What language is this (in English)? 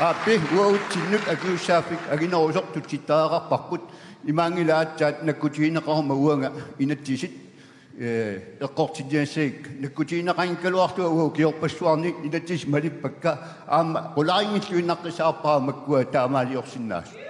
Kalaallisut